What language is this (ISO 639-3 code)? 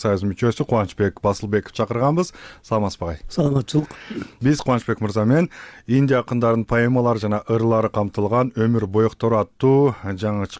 kir